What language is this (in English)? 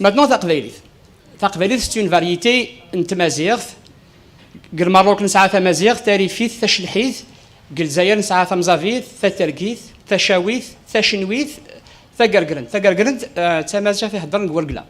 Kabyle